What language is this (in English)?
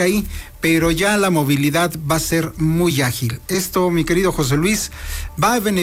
Spanish